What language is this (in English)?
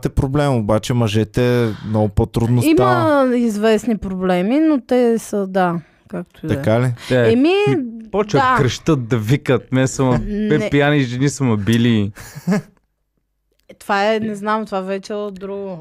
Bulgarian